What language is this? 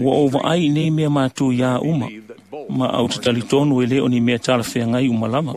Samoan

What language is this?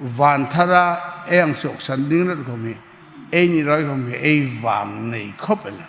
Hmar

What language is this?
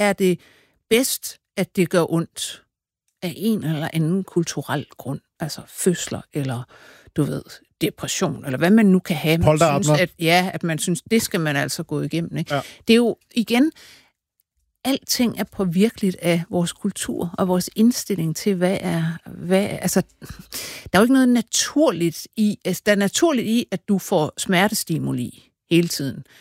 Danish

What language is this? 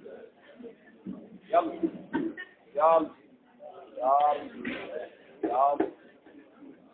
Egyptian Arabic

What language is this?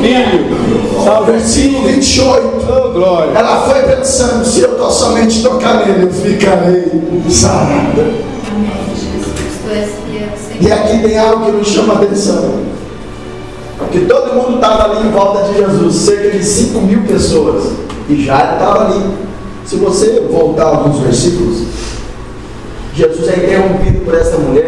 Portuguese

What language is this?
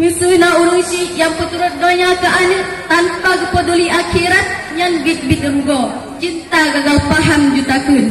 Achinese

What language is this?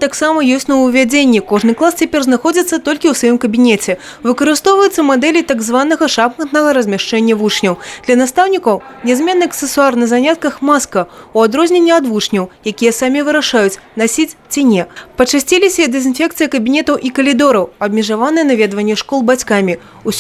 Belarusian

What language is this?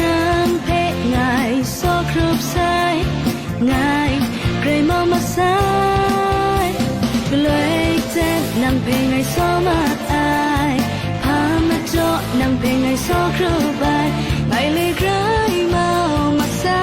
Kachin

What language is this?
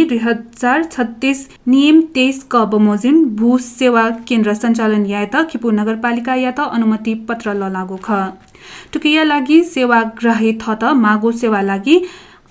Newari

